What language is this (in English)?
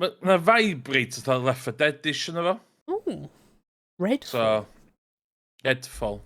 Welsh